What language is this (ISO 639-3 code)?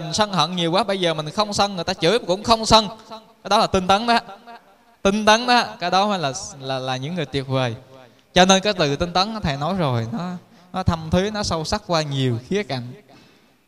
vie